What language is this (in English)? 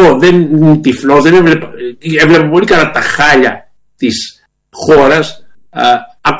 Greek